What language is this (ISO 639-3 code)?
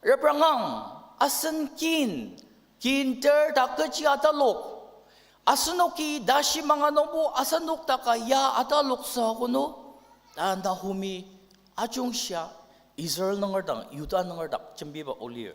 njo